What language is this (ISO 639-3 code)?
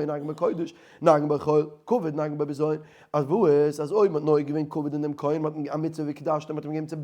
yid